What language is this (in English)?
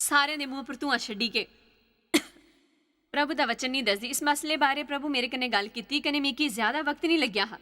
Dogri